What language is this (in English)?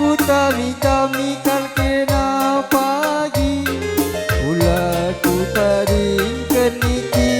Batak Karo